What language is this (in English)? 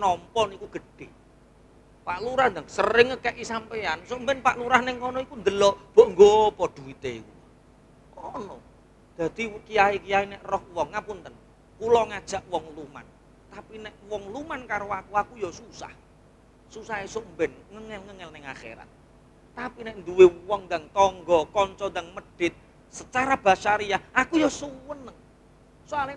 Javanese